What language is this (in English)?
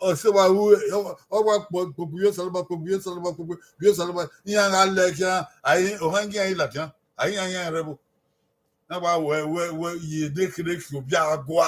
Bini